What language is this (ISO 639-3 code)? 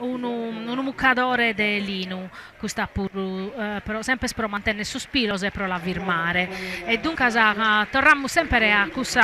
srd